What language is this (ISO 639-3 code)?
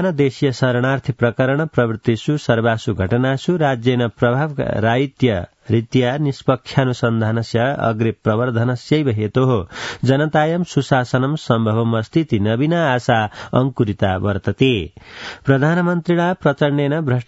san